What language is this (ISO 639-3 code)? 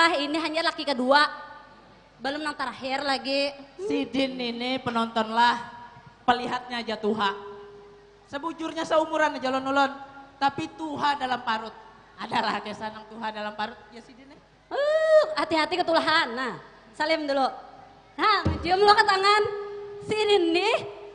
bjn